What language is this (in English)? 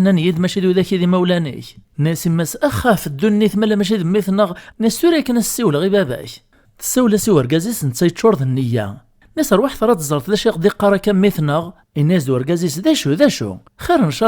Kabyle